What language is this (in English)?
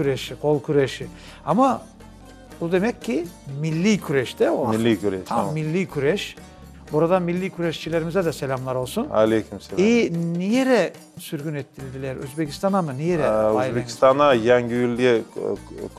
Crimean Tatar